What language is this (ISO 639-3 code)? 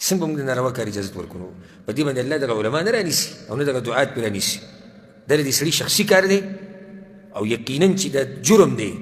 pus